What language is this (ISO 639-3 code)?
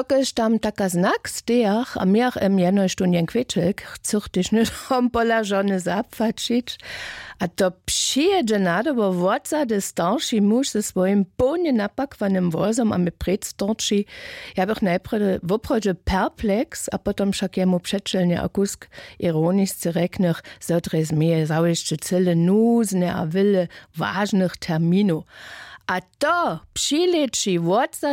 hsb